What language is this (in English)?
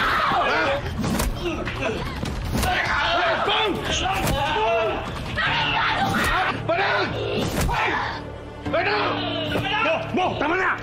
Filipino